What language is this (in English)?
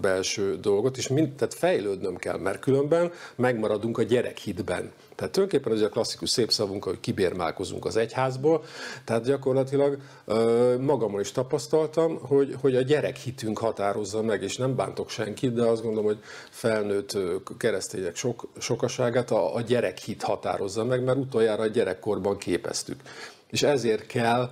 Hungarian